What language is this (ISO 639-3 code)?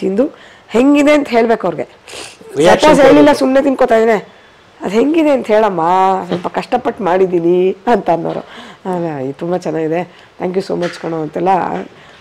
kan